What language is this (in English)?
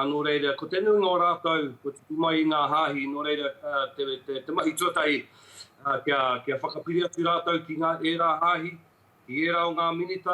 Māori